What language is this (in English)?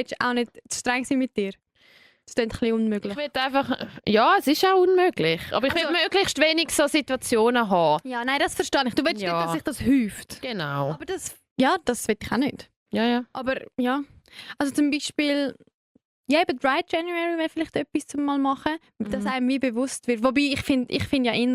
Swiss German